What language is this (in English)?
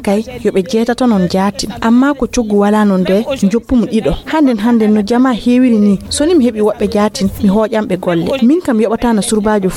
Fula